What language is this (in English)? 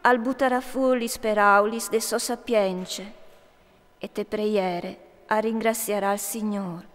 Friulian